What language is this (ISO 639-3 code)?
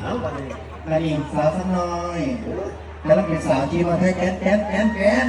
tts